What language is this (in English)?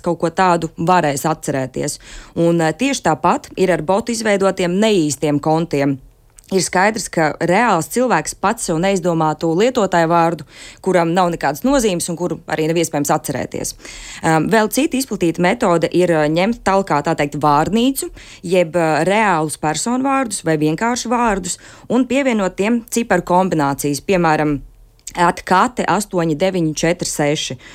Latvian